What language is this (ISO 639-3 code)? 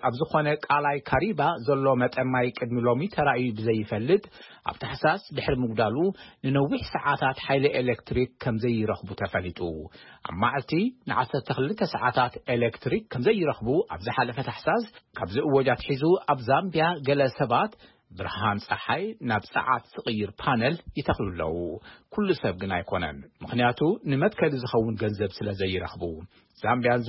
tir